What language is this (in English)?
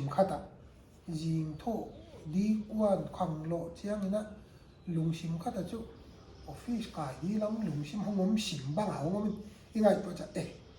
Paite Chin